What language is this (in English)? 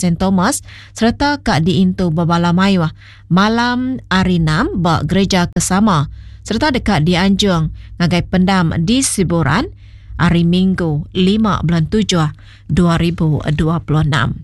Iban